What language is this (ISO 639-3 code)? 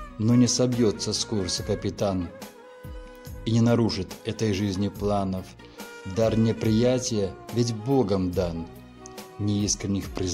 rus